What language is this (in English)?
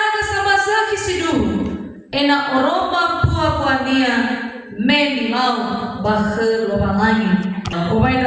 Nias